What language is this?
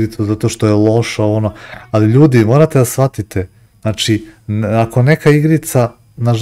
Serbian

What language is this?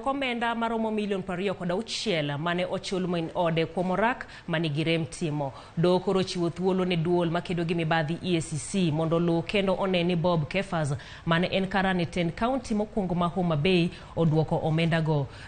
Luo (Kenya and Tanzania)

